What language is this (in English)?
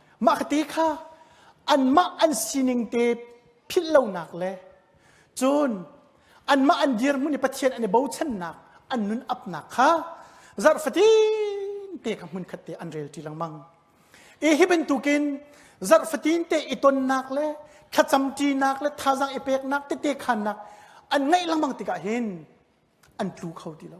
Hakha Chin